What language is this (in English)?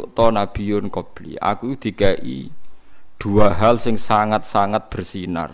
Javanese